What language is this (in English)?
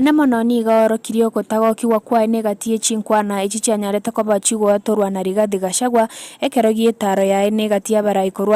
Gusii